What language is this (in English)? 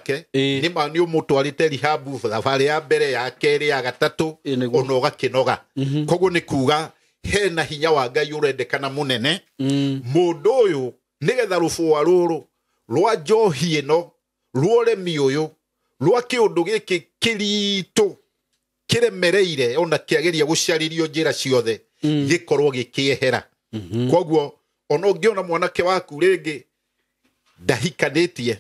Kikuyu